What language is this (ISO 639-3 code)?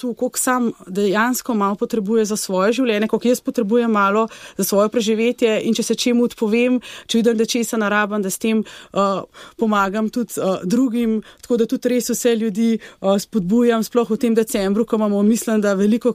slv